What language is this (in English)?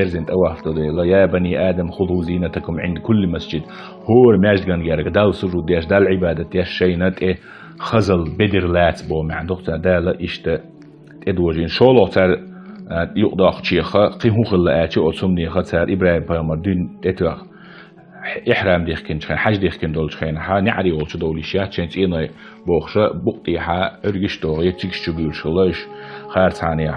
Chechen